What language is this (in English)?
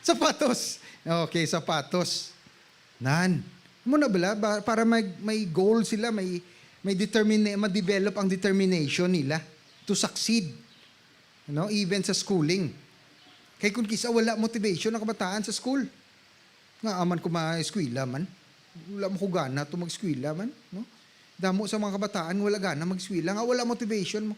Hiligaynon